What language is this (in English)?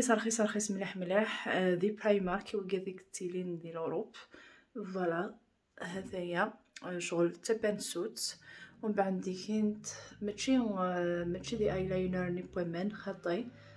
Kabyle